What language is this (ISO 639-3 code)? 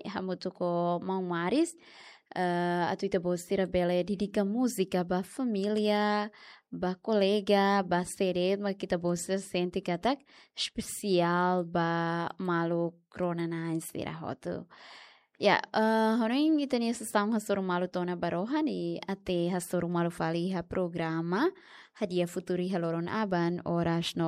tet